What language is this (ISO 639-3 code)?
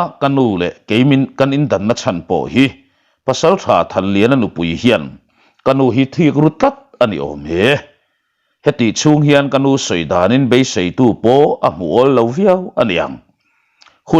lus